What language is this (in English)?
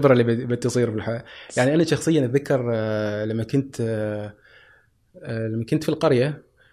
Gulf Arabic